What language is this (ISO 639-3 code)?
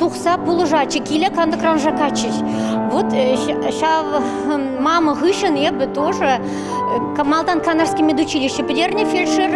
chv